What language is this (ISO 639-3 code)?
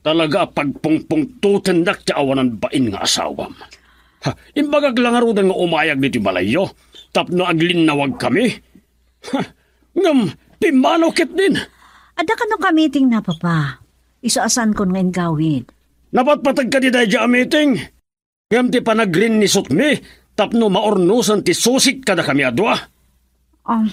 ilo